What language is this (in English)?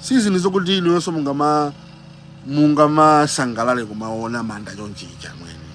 Nyanja